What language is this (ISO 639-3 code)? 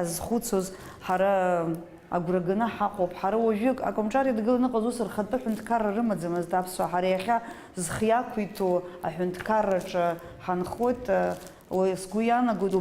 abk